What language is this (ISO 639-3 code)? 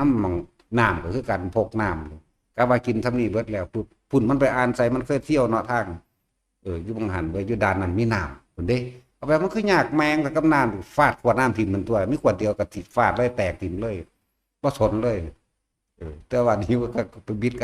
tts